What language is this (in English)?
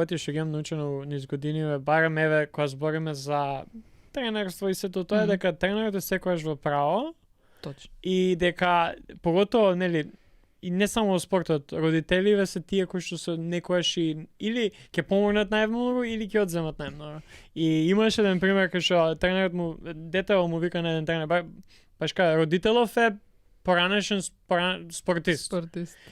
Macedonian